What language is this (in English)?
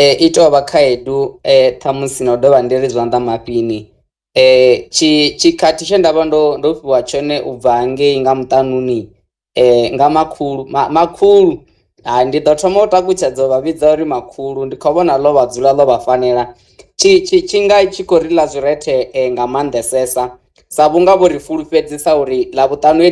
Venda